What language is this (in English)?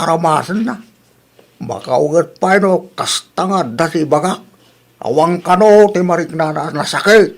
Iloko